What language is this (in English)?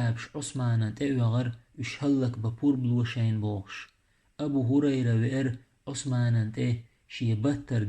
Chechen